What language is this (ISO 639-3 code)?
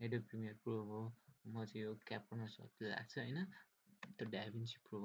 nep